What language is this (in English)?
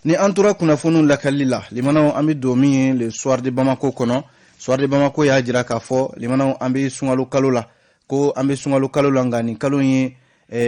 Bambara